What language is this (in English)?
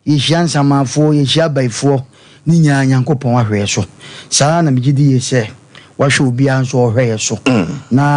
Akan